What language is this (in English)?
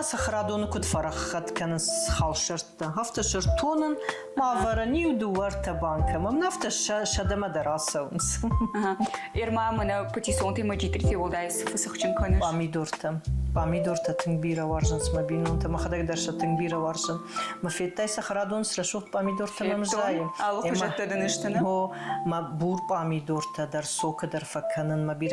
Ossetic